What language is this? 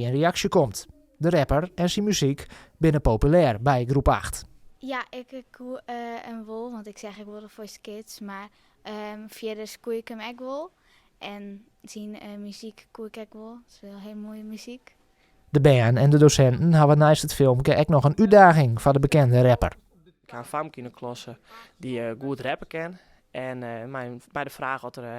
Western Frisian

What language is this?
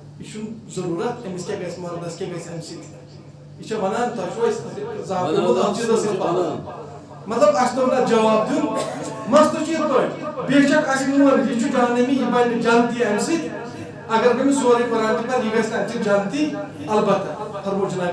Kashmiri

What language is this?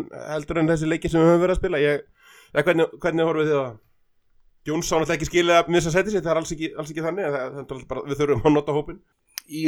Icelandic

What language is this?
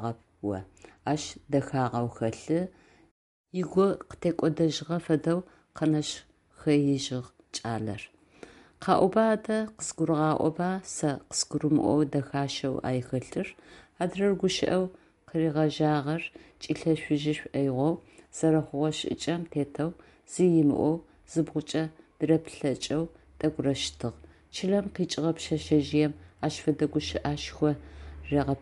Adyghe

